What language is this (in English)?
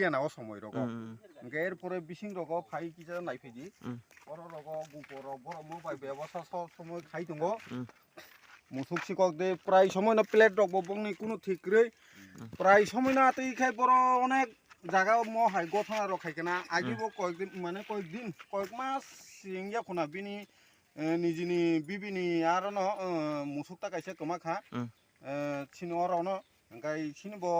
Kok Borok